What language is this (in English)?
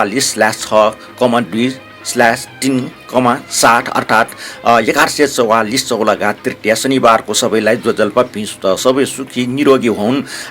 Newari